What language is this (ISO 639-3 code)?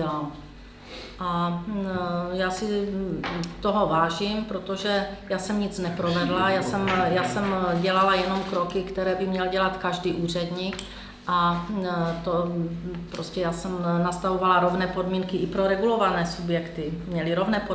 ces